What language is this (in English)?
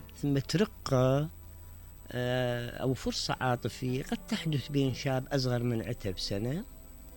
Mesopotamian Arabic